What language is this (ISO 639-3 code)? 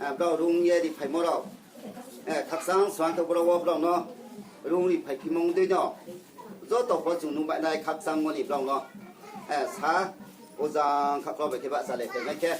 ria